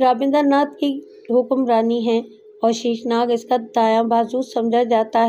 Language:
Urdu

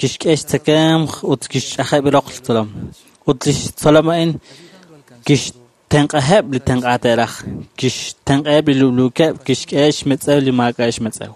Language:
Kekchí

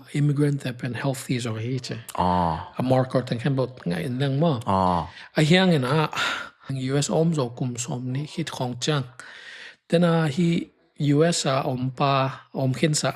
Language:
Tedim Chin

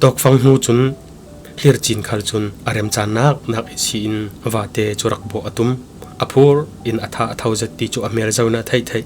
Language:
Falam Chin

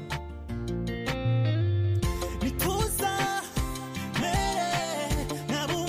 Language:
Kinyarwanda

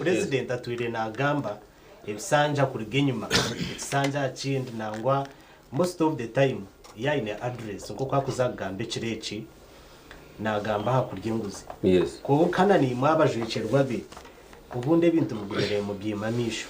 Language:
Nyankole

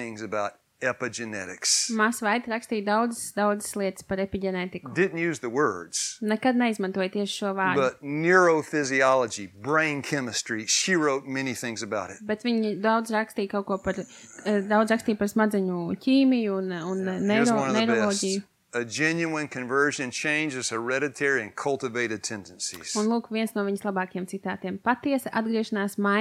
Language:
Latvian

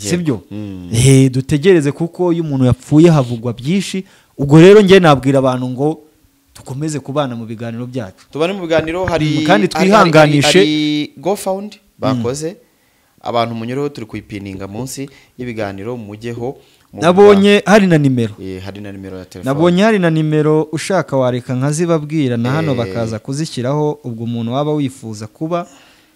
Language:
Kinyarwanda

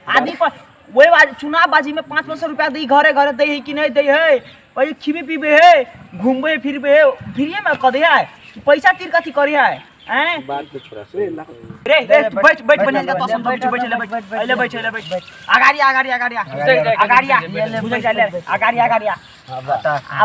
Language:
Maithili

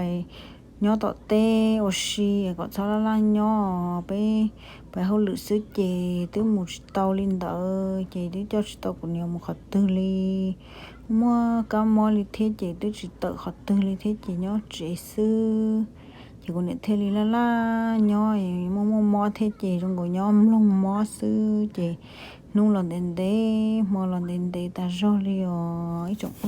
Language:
Hmong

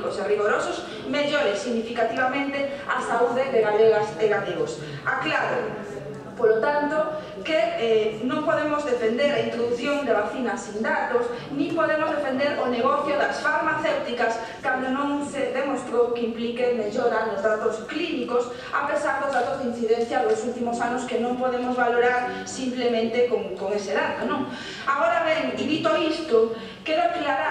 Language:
Galician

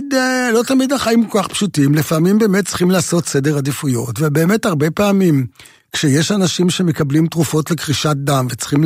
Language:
Hebrew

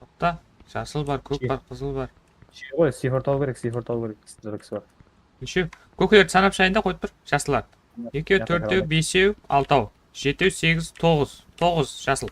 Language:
Kara-Kalpak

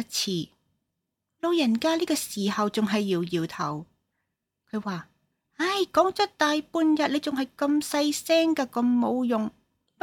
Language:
Cantonese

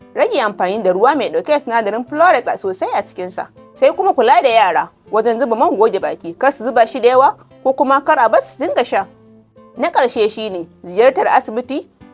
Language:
Hausa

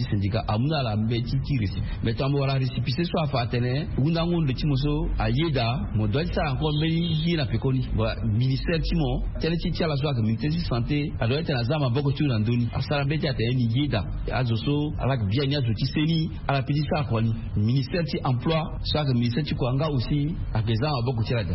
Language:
Sango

